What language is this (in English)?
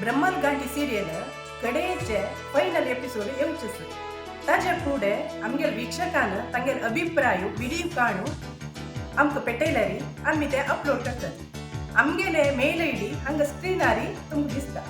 Konkani